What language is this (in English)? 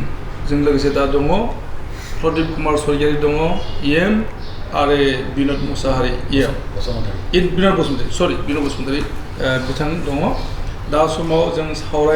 Bodo